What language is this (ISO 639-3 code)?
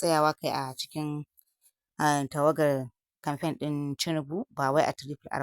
hau